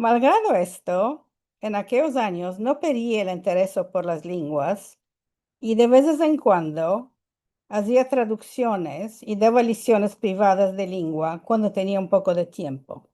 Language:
Ladino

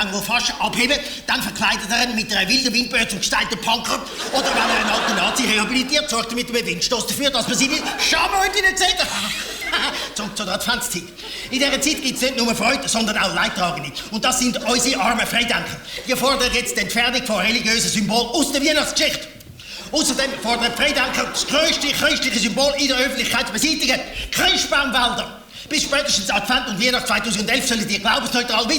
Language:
Swiss German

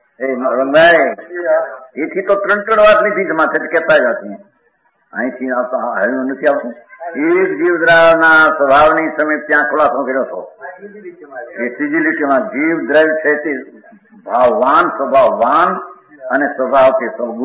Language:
Gujarati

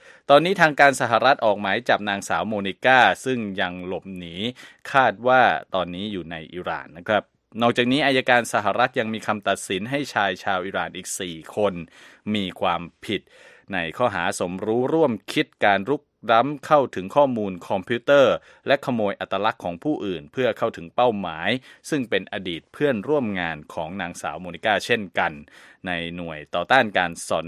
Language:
Thai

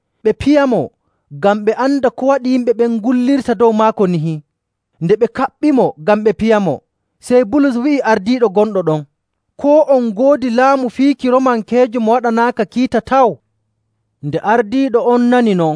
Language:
Nigerian Fulfulde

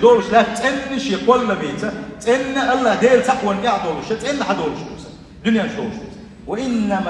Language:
Chechen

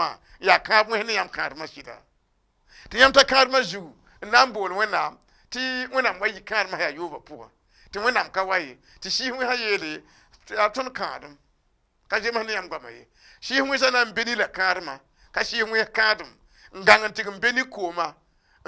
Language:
Mossi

